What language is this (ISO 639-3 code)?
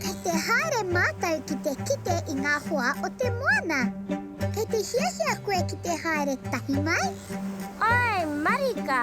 mri